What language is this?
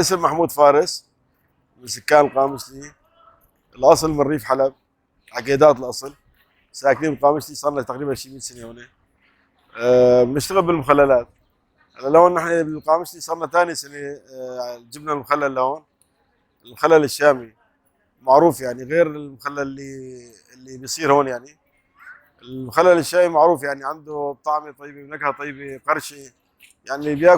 North Levantine Arabic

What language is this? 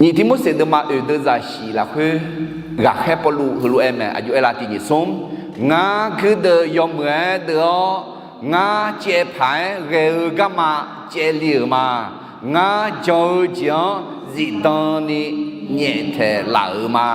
Akha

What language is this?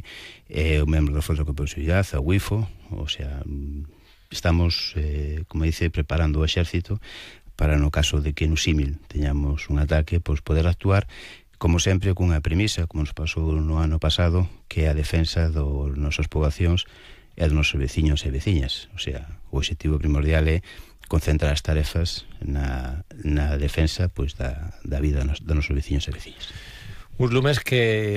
Galician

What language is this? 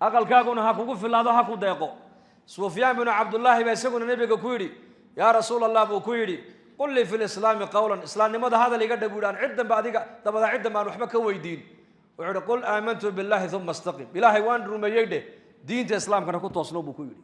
Somali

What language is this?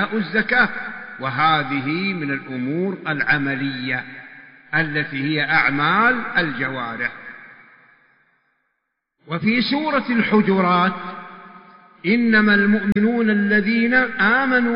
Arabic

